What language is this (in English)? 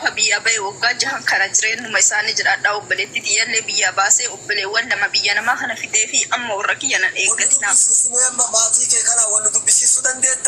Oromo